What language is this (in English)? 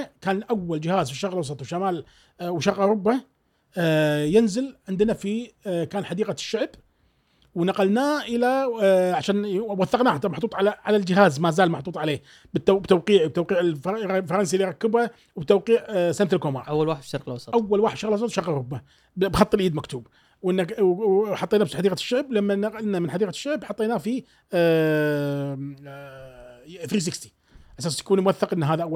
Gulf Arabic